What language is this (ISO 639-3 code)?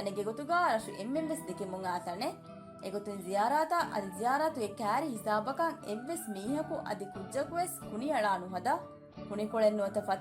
div